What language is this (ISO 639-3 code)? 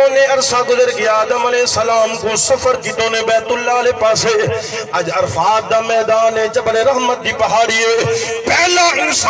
skr